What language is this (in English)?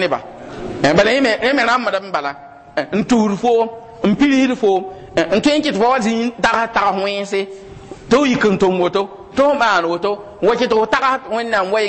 Mossi